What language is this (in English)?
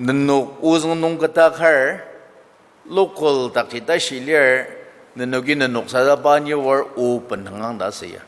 Ao Naga